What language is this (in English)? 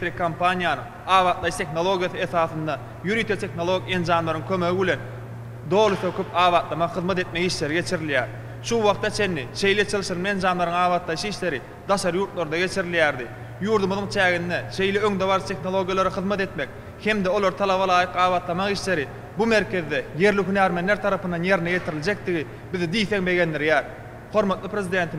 Turkmen